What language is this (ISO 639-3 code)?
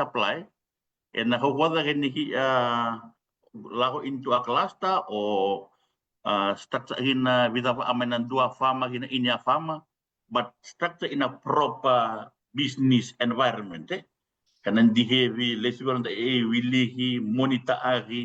fij